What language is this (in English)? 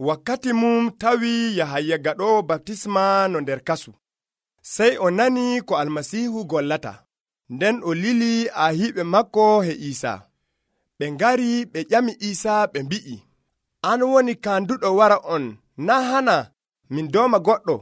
Nigerian Fulfulde